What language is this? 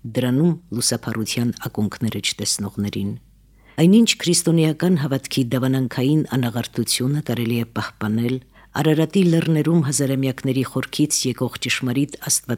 Armenian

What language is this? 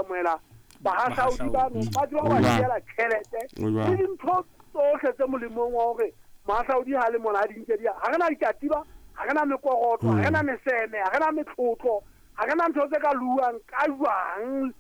Southern Sotho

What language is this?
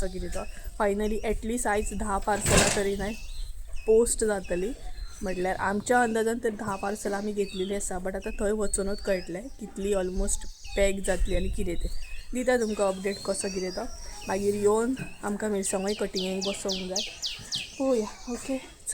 Konkani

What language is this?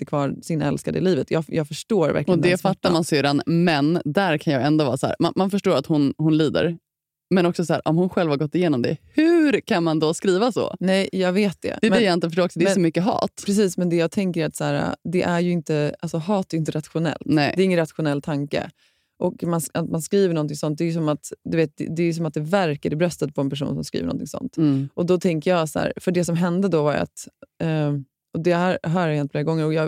Swedish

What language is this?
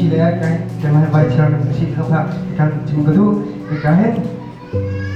Hakha Chin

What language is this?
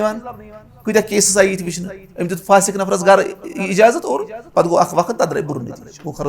Kashmiri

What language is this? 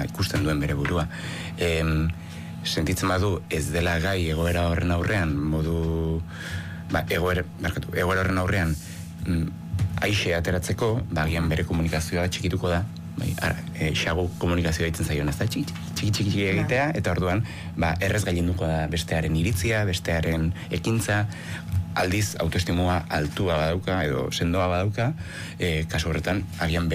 Basque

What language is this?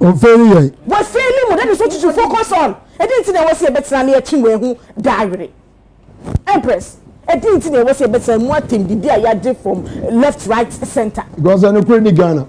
Akan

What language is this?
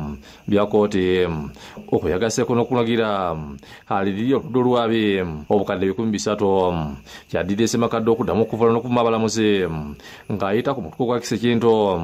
Ganda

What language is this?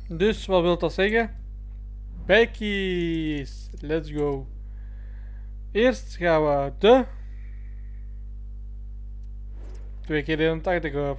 Dutch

